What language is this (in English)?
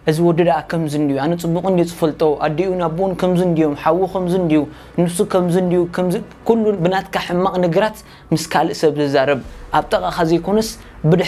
Tigrinya